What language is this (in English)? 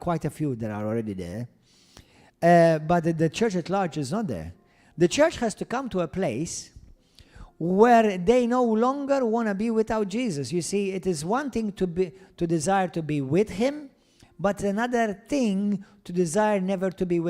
English